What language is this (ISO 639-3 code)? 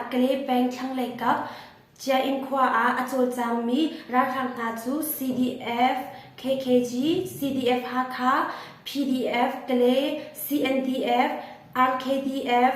cnh